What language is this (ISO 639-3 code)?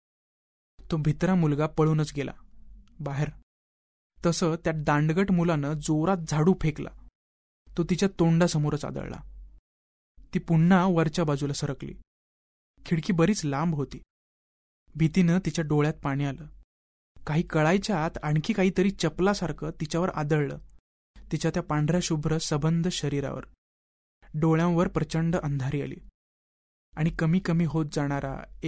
mar